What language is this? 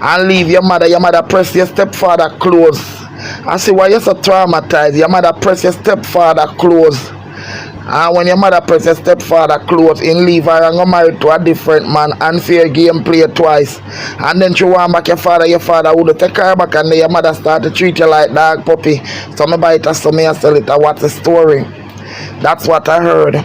Jamaican Creole English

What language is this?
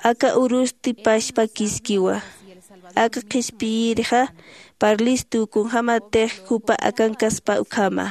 Aymara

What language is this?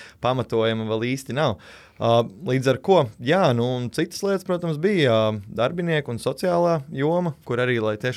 Latvian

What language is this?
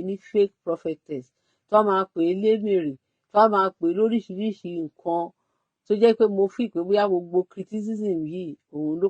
Yoruba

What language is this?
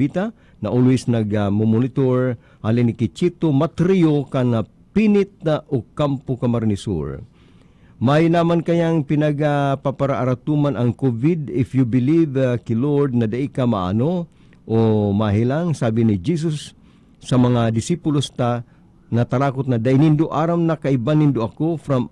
Bikol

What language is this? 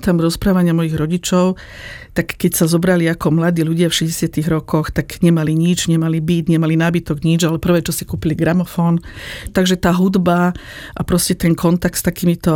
Slovak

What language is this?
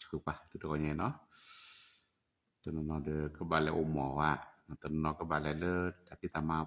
S'gaw Karen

